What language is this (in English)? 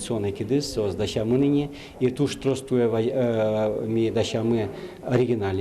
Udmurt